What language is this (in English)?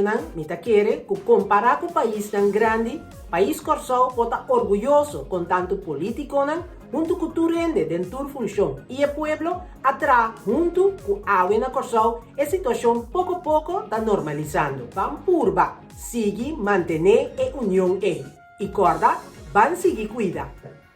Papiamento